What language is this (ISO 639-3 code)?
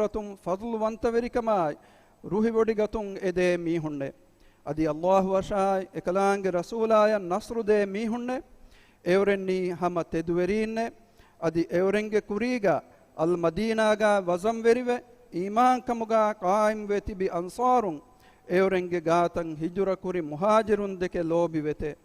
div